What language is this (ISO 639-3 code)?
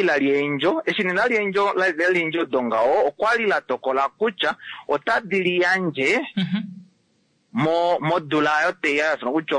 kua